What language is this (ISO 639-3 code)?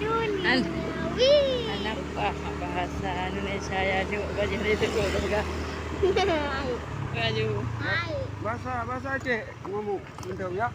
ace